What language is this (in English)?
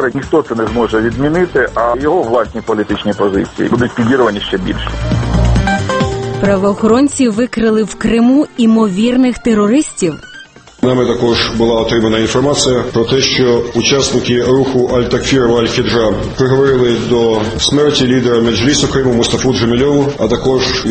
Ukrainian